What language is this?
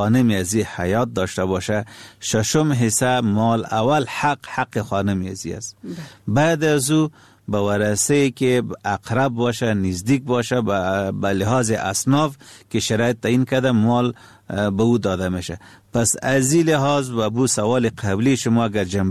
Persian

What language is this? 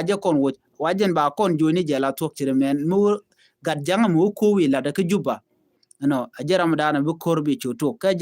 Nuer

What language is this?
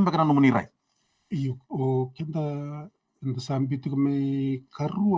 Fijian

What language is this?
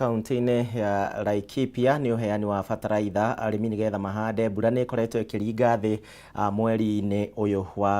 Kikuyu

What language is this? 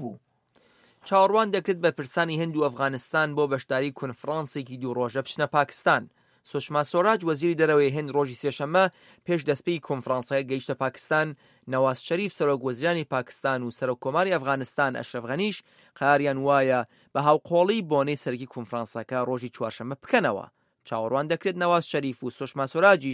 Central Kurdish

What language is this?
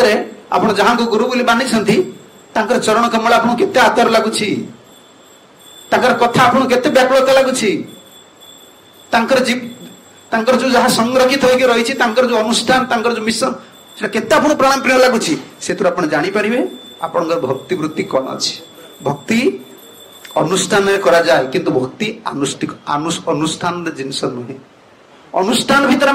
Odia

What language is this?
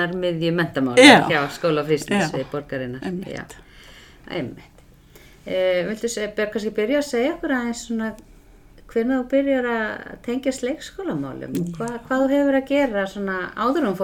Icelandic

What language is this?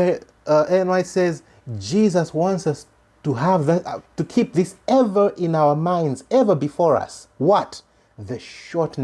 English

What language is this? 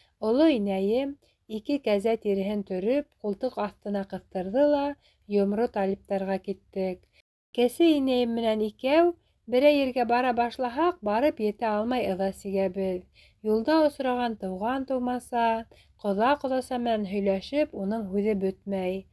Bashkir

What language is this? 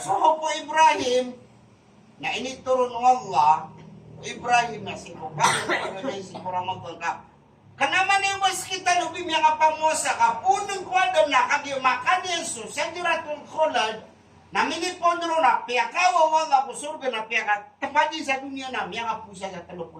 Maranao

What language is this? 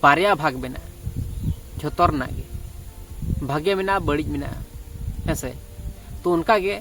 Santali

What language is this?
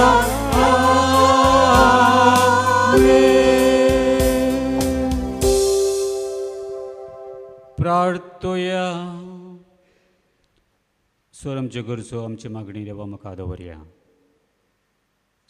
Konkani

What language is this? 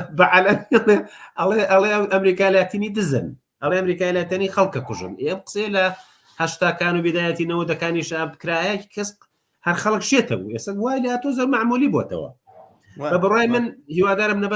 Central Kurdish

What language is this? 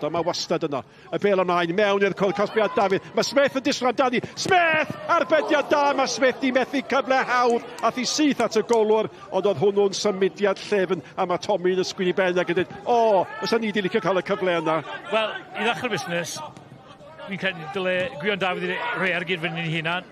Welsh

